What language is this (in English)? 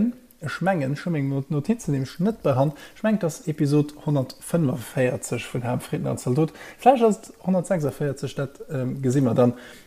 Luxembourgish